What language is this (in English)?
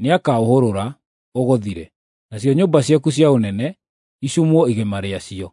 Kikuyu